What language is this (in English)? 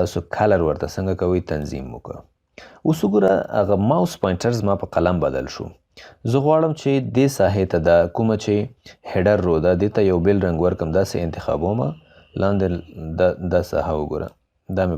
Pashto